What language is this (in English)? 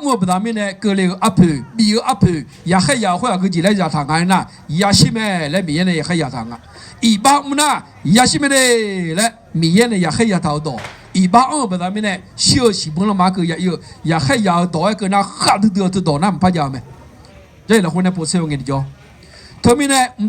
Akha